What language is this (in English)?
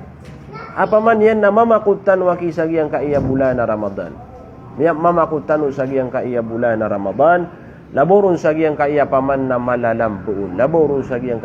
Maranao